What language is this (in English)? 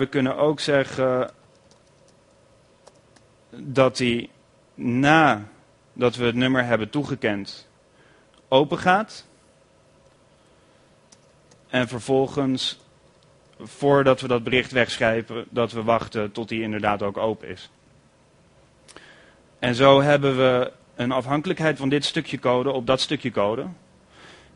Dutch